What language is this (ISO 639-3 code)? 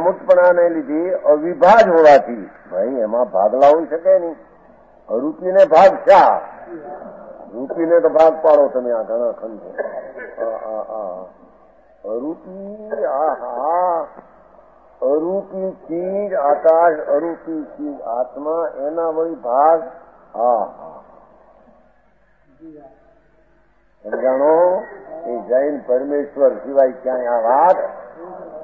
guj